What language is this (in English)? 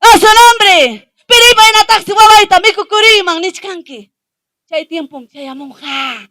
Ayacucho Quechua